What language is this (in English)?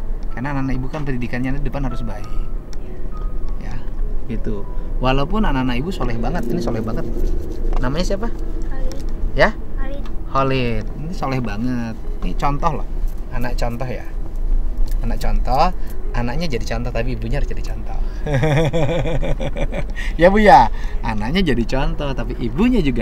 Indonesian